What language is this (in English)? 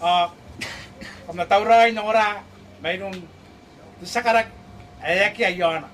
Gilbertese